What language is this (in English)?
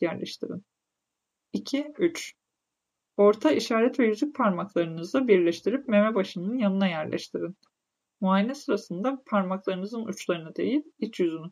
Turkish